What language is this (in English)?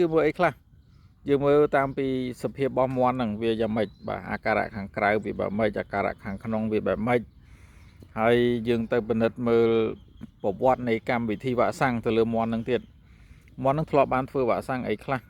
Khmer